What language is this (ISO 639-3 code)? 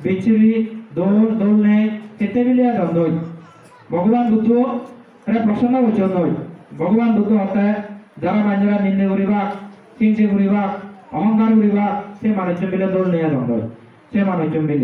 ccp